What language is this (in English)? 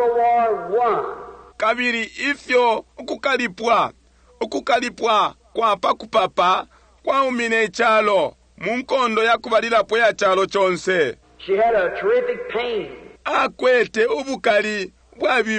Bemba